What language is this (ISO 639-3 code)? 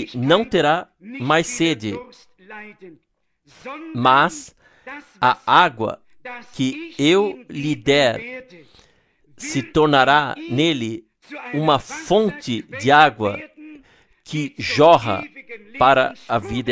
por